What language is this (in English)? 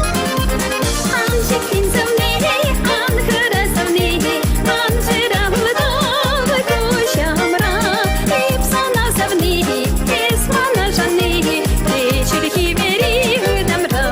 Chuvash